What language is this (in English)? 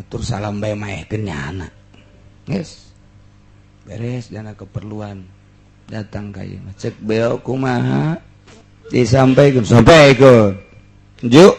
Sundanese